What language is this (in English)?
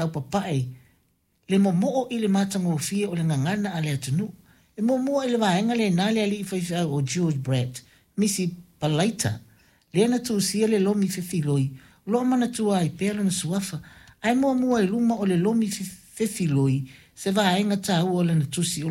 Samoan